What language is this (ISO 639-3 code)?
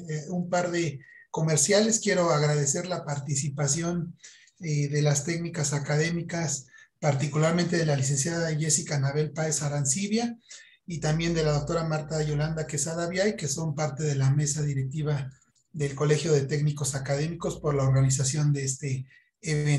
spa